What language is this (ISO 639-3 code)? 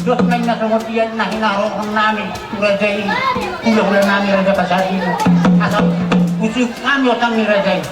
bbc